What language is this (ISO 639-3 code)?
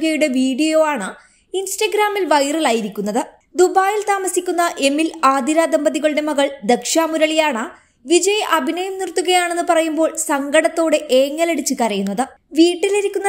mal